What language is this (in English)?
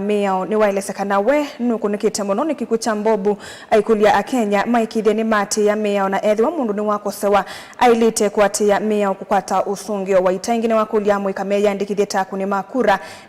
Kamba